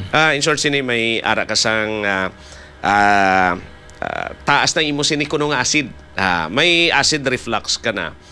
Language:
Hiligaynon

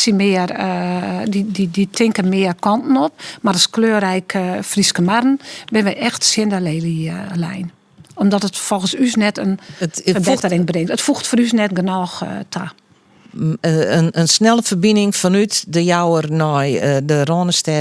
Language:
Western Frisian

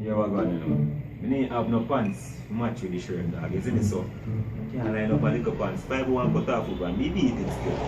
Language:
Jamaican Creole English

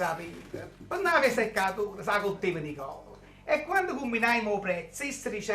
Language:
Neapolitan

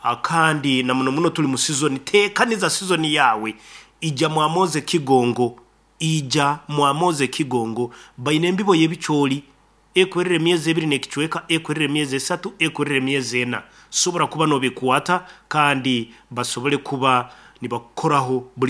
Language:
Nyankole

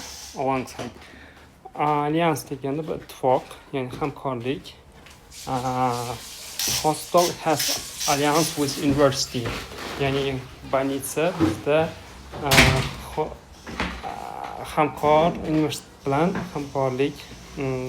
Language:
Uzbek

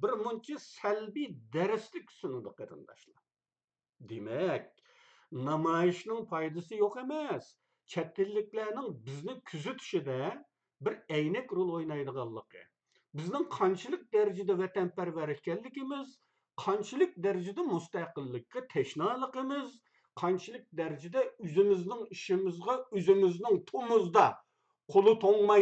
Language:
Uyghur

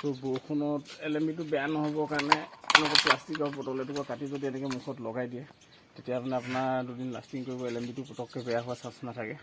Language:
Assamese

